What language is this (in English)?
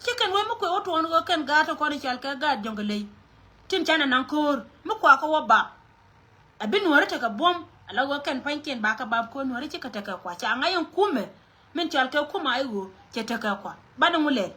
Nuer